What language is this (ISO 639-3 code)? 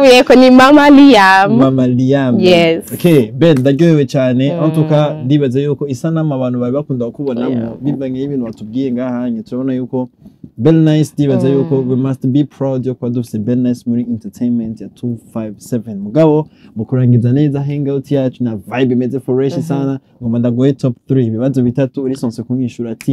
run